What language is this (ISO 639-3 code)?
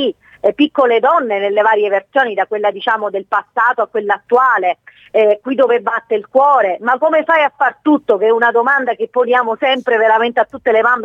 ita